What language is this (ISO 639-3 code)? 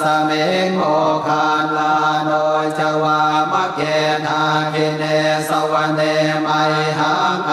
pli